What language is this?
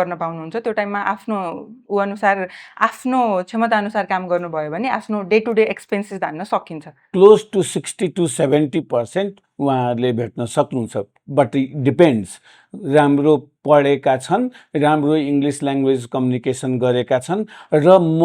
Nepali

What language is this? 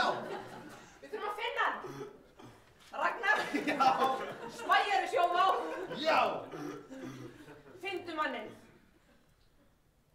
Icelandic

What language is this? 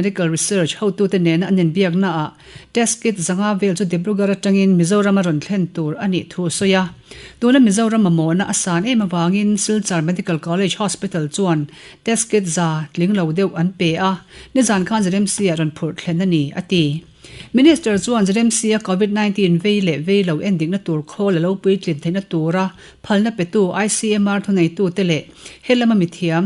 Mizo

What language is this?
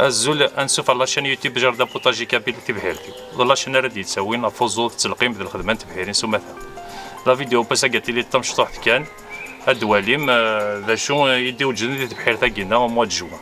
Kabyle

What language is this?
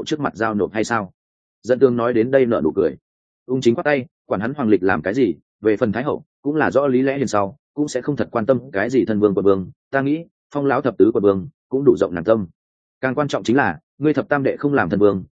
Vietnamese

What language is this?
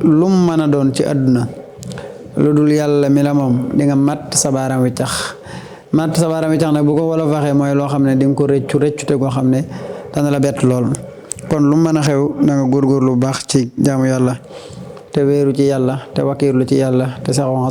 Wolof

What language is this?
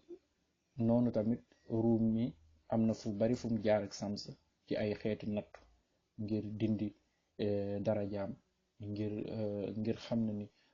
Wolof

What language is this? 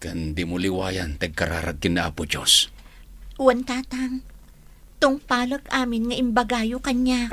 Iloko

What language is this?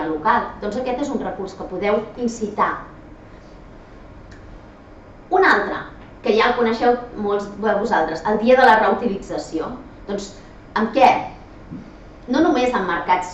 Catalan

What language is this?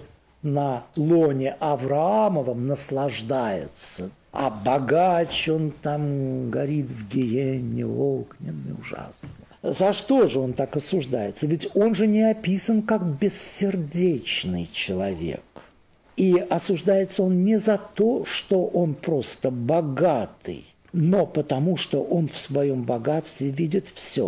Russian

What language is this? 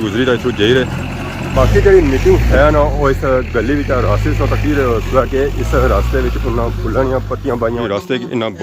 Pahari-Potwari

